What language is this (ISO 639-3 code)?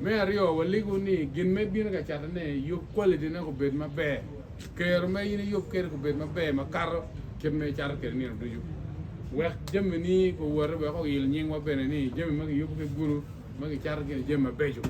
ach